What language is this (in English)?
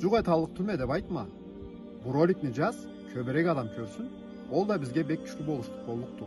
Karachay-Balkar